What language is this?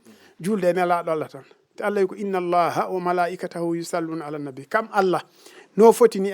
Fula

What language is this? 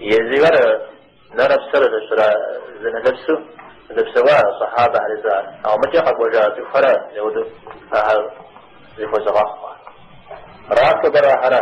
Kabardian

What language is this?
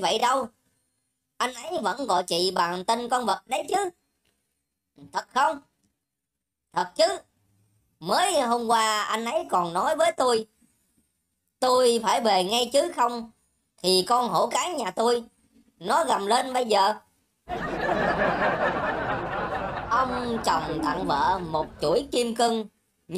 Vietnamese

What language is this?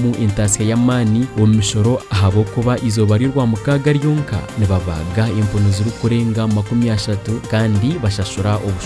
Nyankole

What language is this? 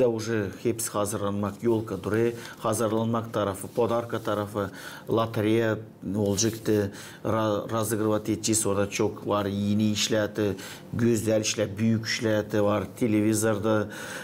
Gagauz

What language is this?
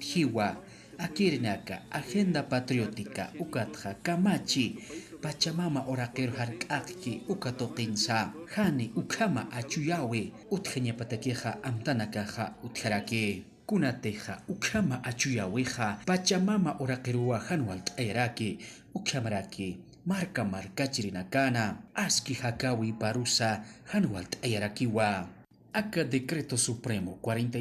Aymara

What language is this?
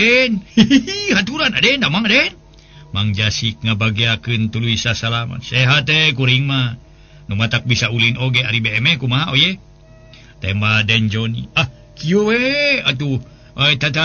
Sundanese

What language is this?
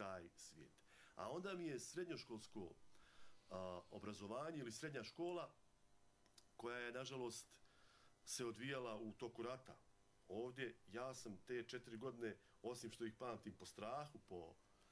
Bosnian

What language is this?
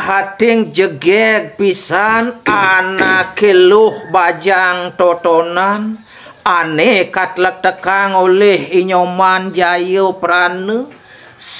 Balinese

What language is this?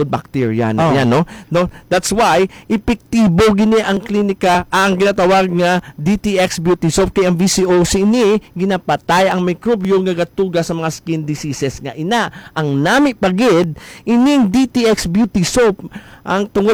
Hiligaynon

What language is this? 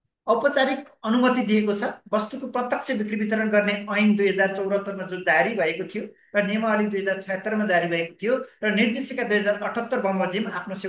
Nepali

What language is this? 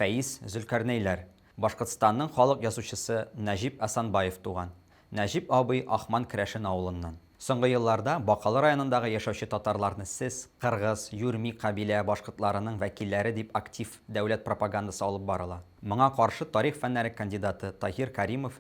Tatar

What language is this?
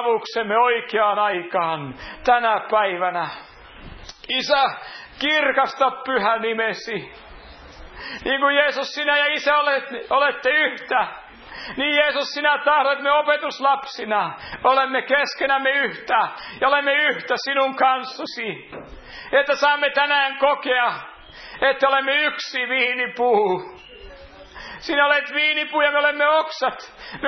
Finnish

